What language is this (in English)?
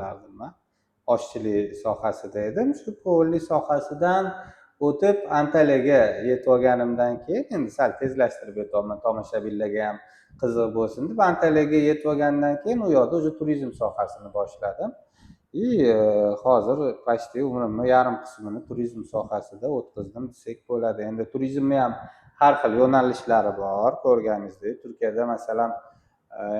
Uzbek